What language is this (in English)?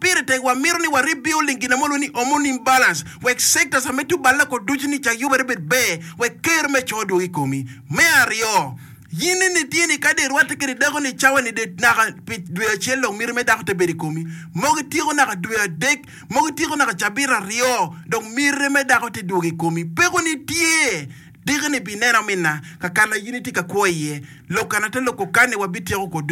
Acoli